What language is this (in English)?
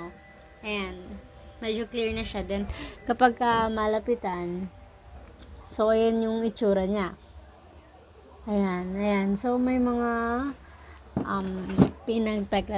Filipino